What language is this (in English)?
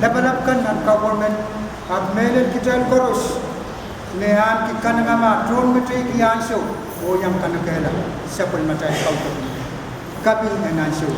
Pohnpeian